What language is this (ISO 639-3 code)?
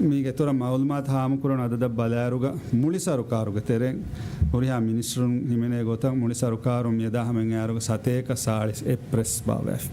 div